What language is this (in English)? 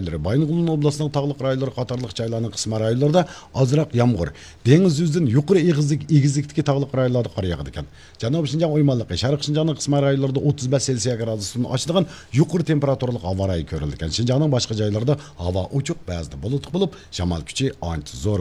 Uyghur